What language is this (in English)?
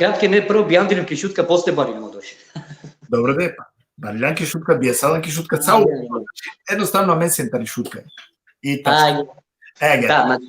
Balkan Romani